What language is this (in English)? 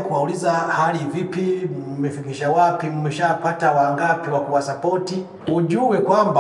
Swahili